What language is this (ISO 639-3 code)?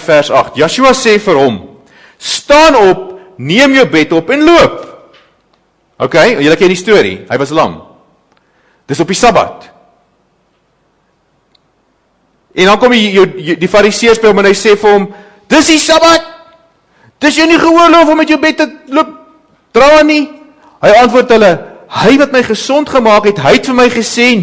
afr